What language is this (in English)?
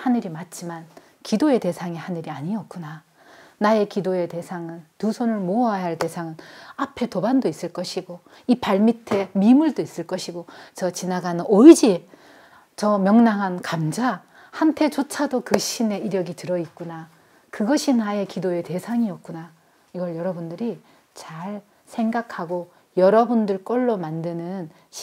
Korean